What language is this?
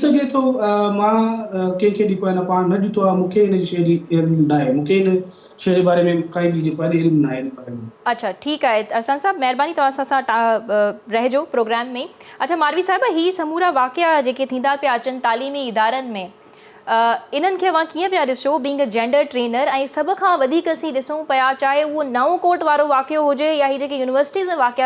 Sindhi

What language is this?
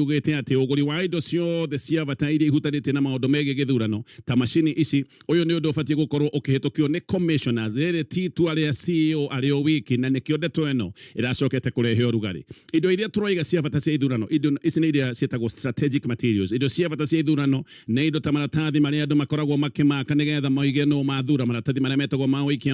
Kikuyu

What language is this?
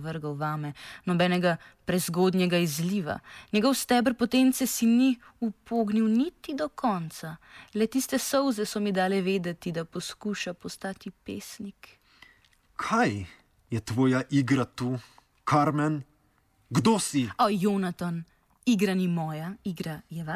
Slovenian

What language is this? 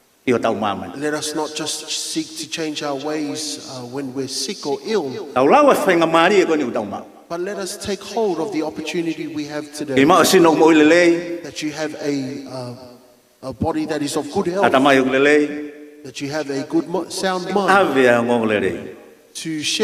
Tongan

